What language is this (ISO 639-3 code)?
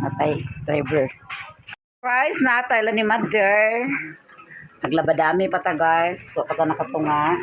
ceb